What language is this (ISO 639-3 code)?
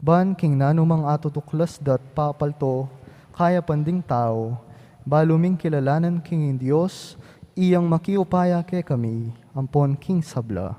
pam